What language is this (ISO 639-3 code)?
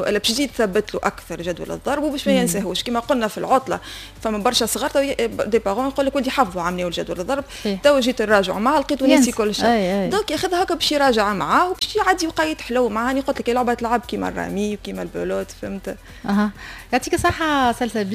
aeb